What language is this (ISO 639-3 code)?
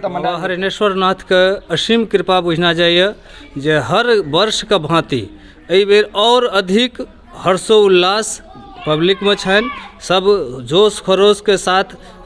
mai